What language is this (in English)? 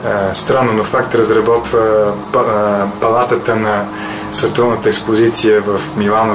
Bulgarian